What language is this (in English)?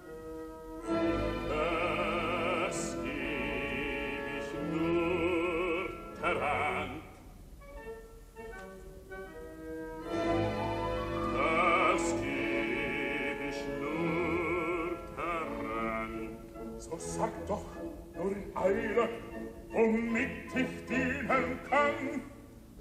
German